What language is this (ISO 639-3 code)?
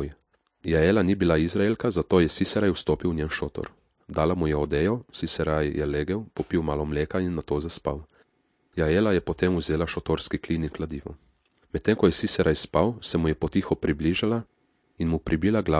slv